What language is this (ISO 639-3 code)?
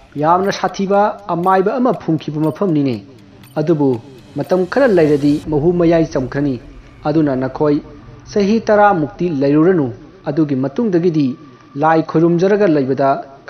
mni